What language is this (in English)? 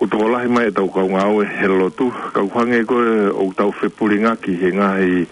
Tongan